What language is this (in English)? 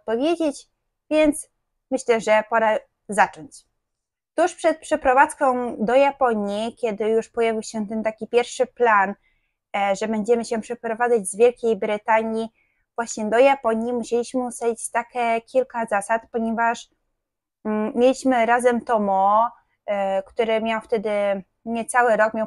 Polish